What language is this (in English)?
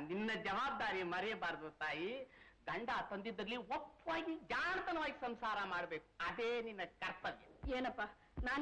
Kannada